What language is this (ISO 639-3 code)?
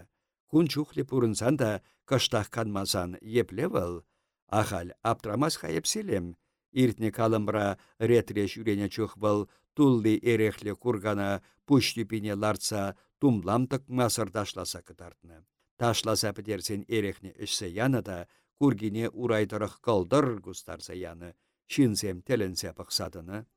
chv